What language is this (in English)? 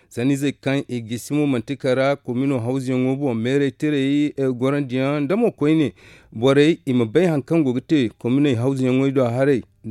Zarma